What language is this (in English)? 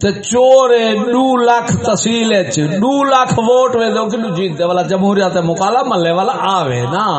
Saraiki